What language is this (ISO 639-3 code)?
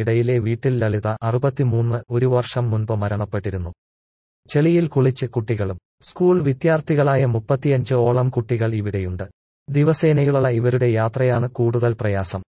mal